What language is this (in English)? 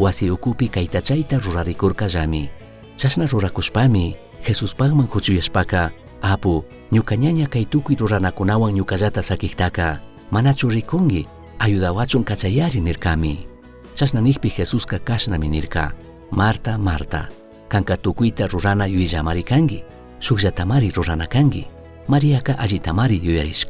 Chimborazo Highland Quichua